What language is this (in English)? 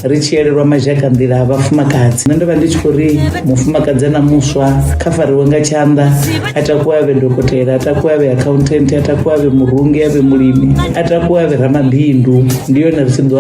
Venda